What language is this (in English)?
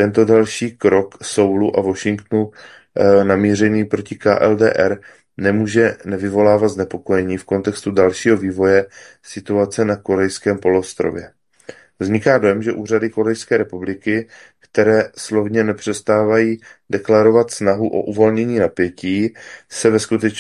Czech